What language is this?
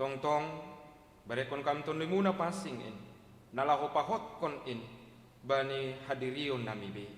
Batak Simalungun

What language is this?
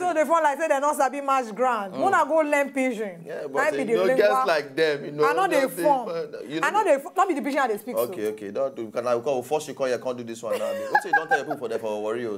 Nigerian Pidgin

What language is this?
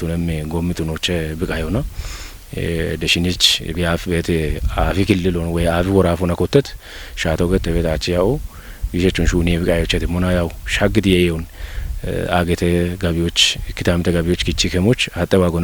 Kafa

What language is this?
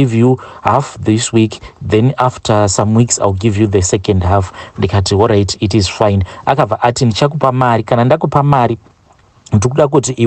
Shona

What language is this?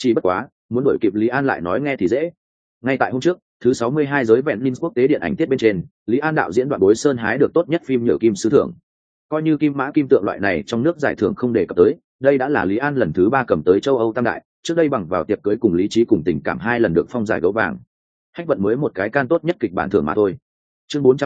Vietnamese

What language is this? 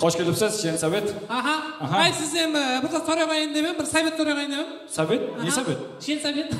Kara-Kalpak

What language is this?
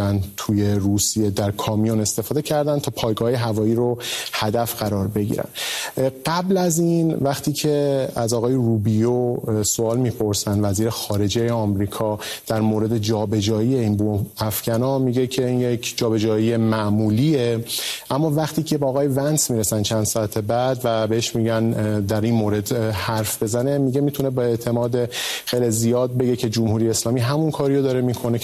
Persian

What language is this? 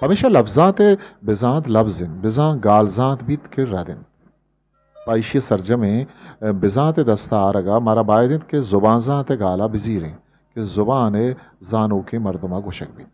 Eastern Balochi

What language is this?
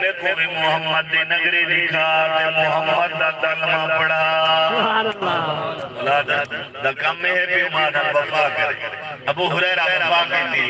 Saraiki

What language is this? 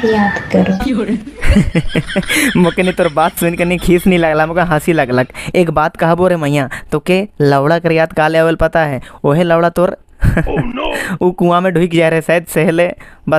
Sadri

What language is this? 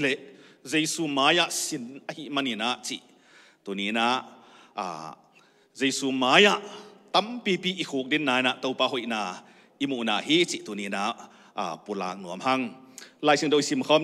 Tedim Chin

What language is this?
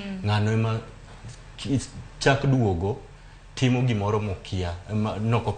Luo (Kenya and Tanzania)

